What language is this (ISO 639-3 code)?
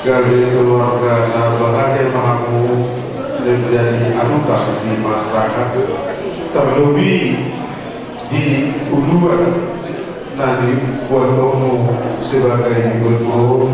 bbc